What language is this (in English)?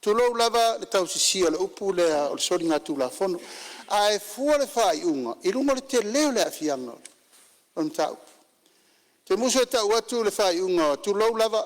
Samoan